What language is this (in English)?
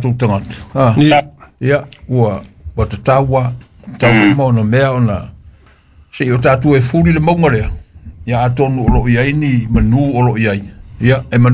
Samoan